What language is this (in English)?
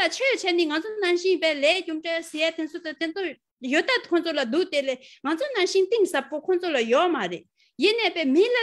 Tibetan